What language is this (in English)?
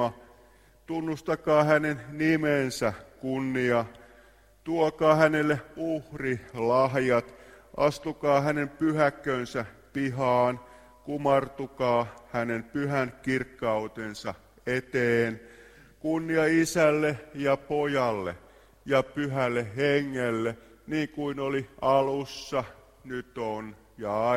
Finnish